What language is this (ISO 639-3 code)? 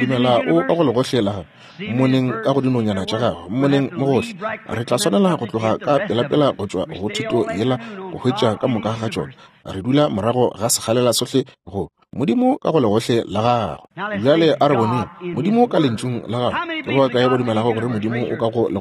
nso